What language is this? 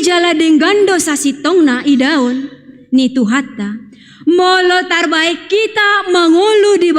Batak Toba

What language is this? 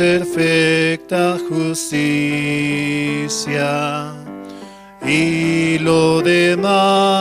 Aymara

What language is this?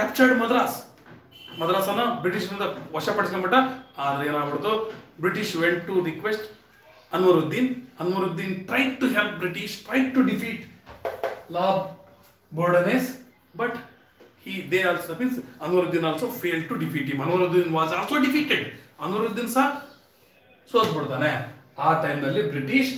Kannada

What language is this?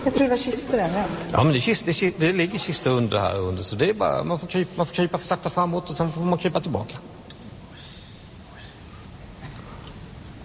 Swedish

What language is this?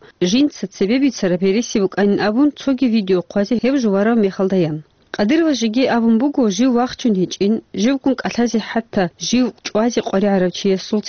Avaric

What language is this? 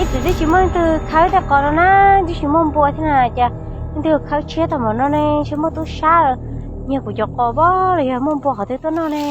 Hmong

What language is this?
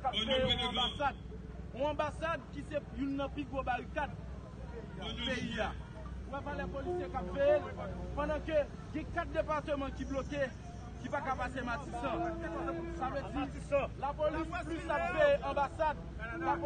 Haitian Creole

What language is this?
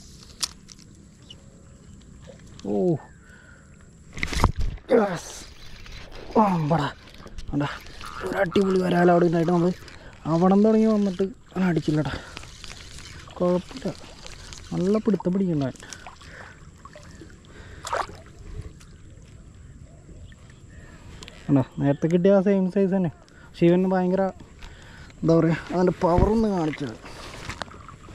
Malayalam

